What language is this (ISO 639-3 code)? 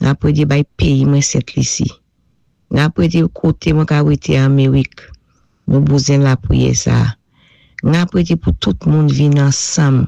acf